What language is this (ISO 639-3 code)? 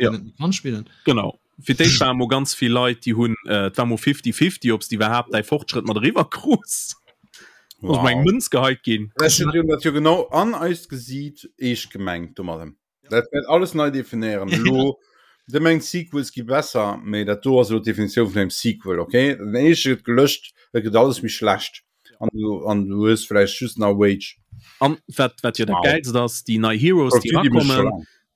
ltz